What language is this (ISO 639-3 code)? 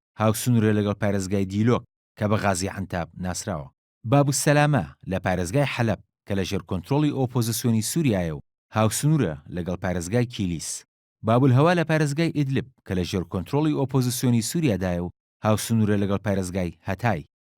ckb